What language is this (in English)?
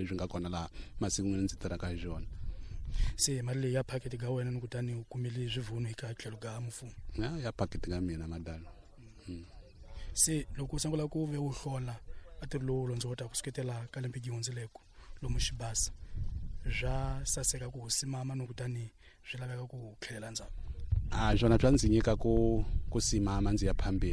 Tsonga